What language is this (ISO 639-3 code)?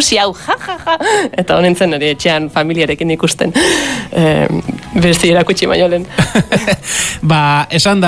eus